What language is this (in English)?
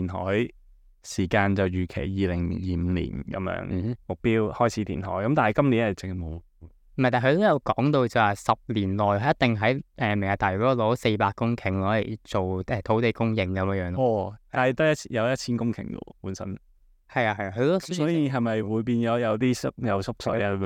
Cantonese